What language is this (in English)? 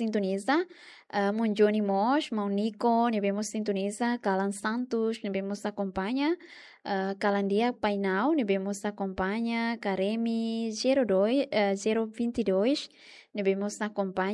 Tetum